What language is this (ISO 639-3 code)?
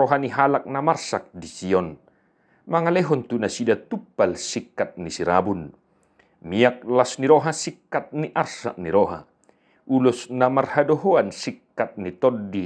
bbc